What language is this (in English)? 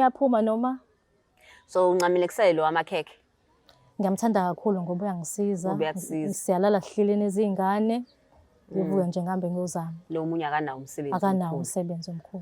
Zulu